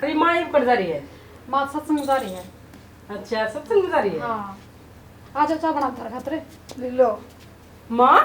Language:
Haryanvi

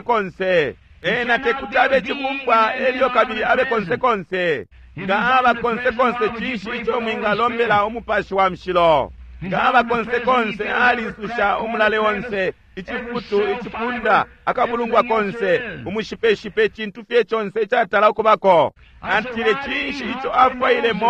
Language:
Bemba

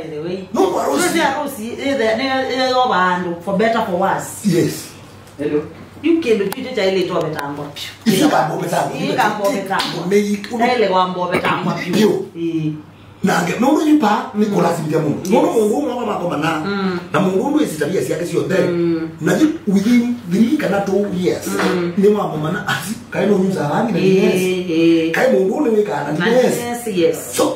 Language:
Kamba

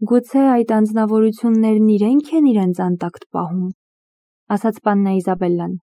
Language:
Armenian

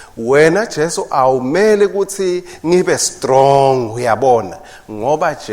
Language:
Swati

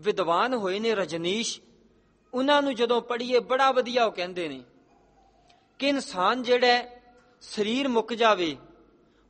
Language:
Punjabi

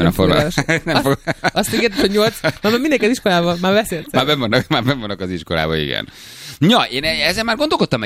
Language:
Hungarian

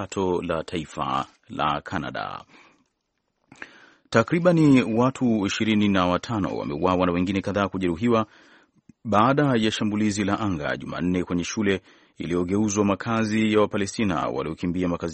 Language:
Swahili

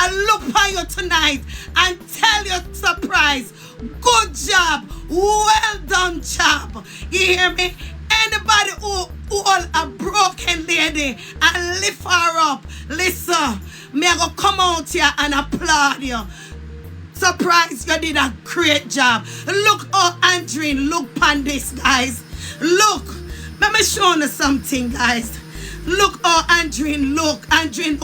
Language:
Jamaican Creole English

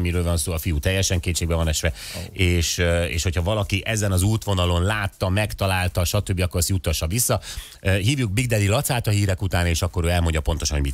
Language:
Hungarian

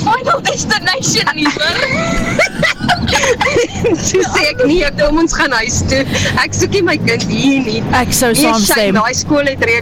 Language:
Afrikaans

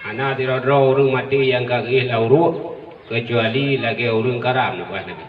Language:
Achinese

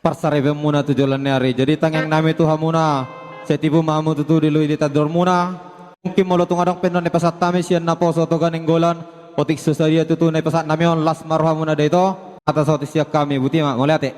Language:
Batak Toba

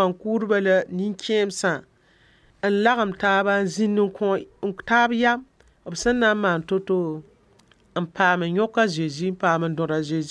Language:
Mossi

